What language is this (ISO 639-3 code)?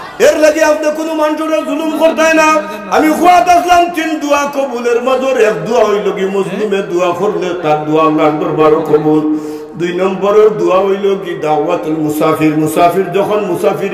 syl